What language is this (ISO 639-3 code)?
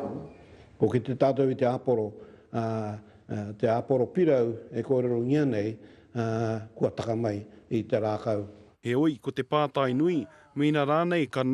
mri